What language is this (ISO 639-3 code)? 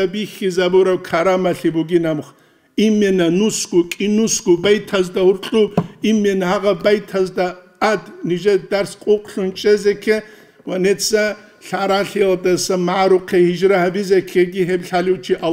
ava